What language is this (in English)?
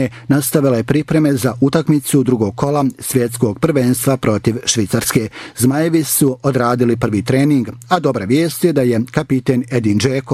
Bosnian